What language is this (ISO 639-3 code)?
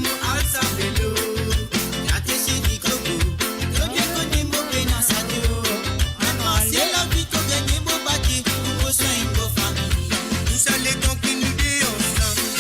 mfe